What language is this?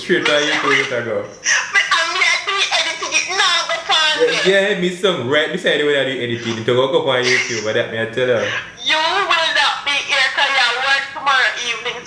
Jamaican Creole English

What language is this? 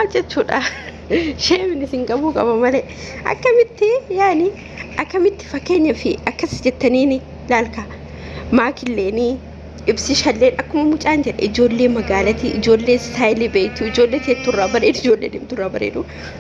Oromo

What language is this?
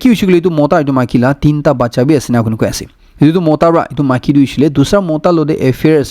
Naga Pidgin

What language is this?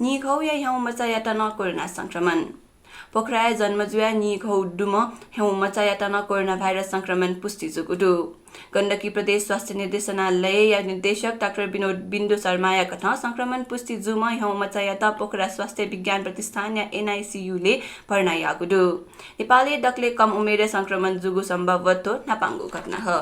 Newari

